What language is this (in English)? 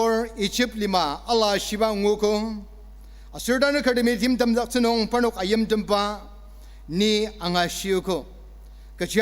Ao Naga